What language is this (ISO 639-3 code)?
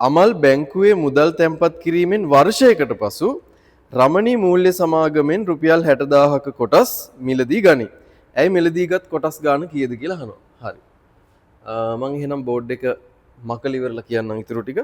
sin